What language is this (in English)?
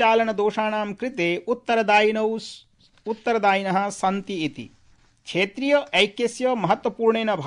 Sanskrit